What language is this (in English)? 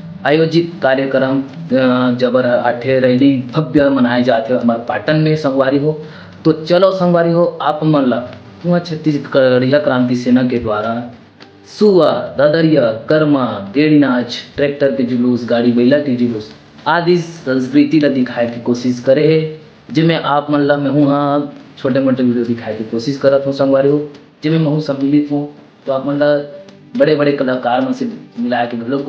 Chhattisgarhi